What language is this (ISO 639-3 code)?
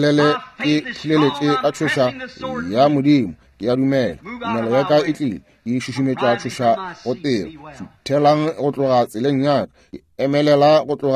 nso